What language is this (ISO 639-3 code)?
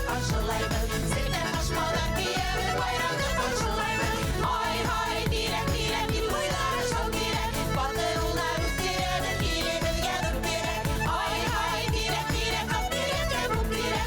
bak